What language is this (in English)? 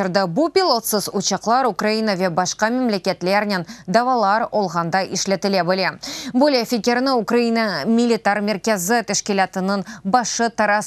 Crimean Tatar